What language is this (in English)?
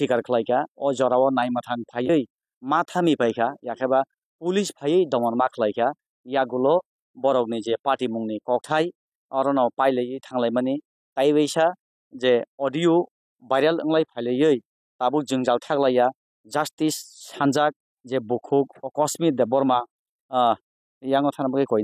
Kok Borok